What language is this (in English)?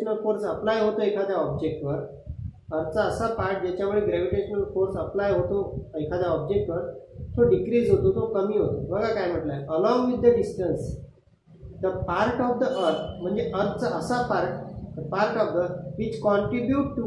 Marathi